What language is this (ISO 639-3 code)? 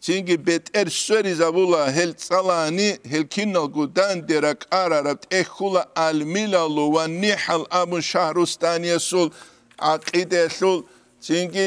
ava